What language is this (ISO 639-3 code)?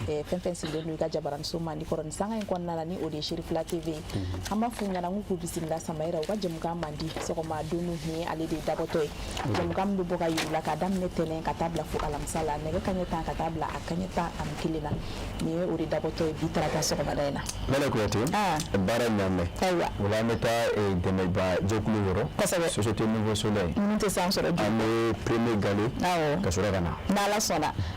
bam